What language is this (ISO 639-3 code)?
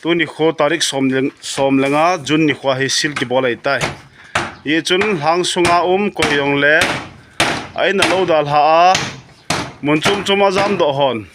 tcz